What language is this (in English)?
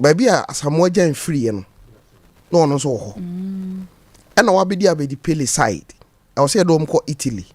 Akan